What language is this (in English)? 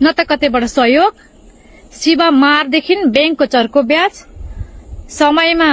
Nepali